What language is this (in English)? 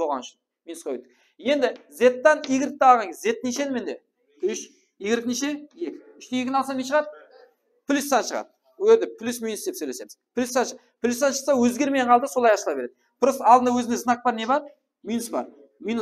Kara-Kalpak